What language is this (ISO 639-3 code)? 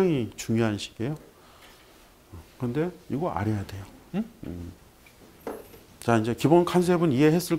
kor